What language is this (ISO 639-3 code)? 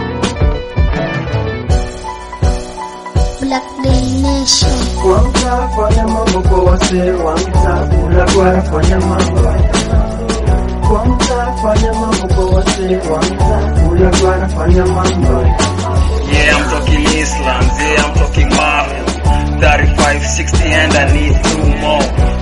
swa